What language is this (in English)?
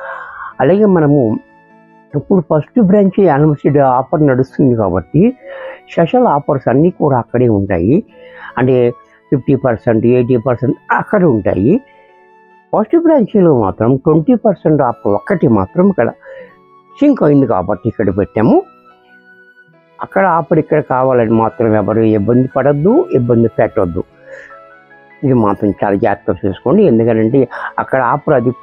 Telugu